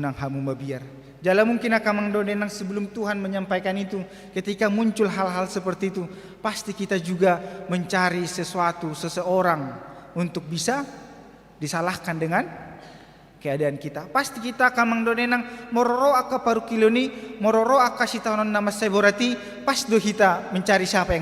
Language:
Batak Toba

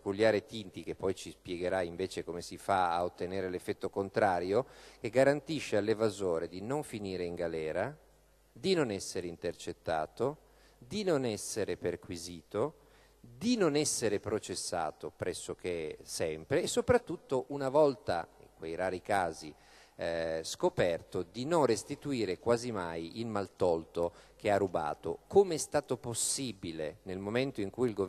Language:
Italian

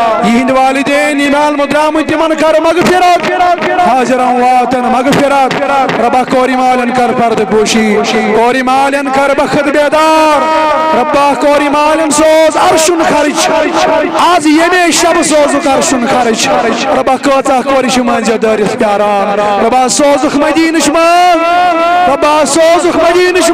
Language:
Kashmiri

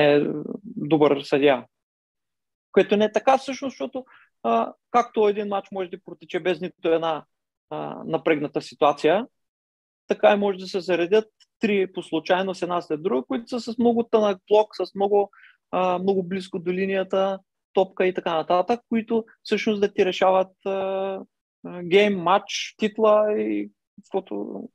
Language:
Bulgarian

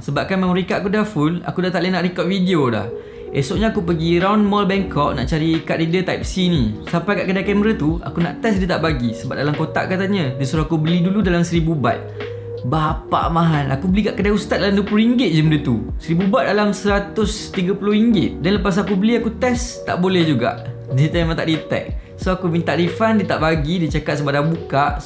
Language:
Malay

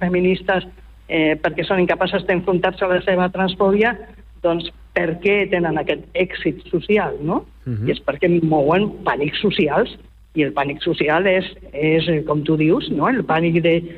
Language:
Catalan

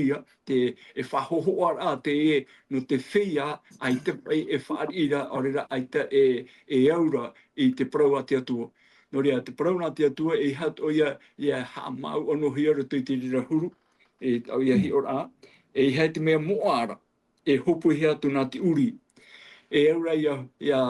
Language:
Tahitian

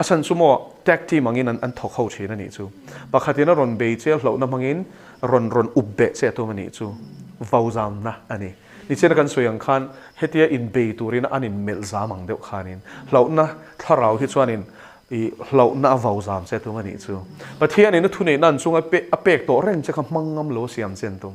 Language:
Mizo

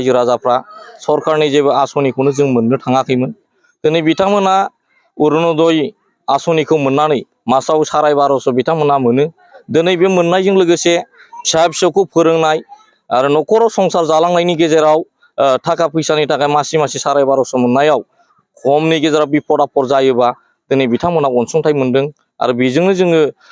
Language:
Bodo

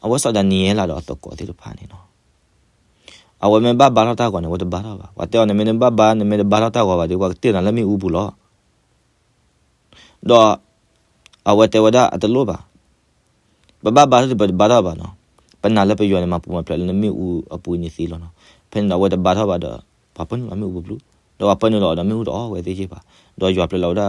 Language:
S'gaw Karen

